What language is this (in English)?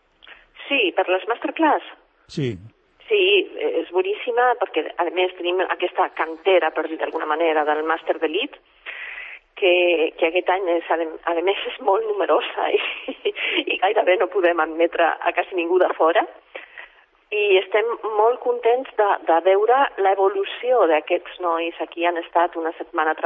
Catalan